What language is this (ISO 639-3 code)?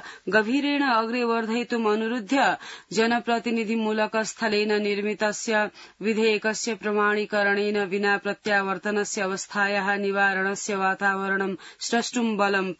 san